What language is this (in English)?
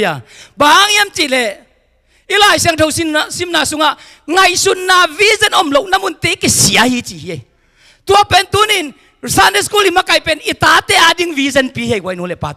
Tedim Chin